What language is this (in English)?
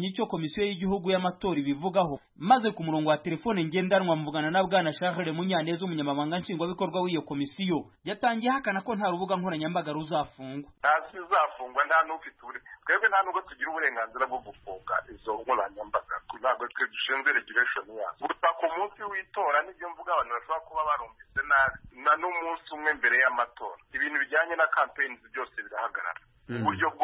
Kinyarwanda